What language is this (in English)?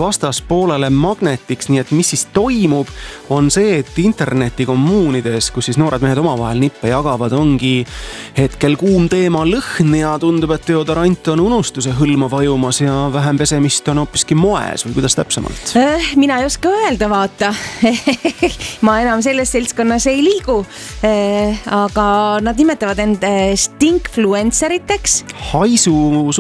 Estonian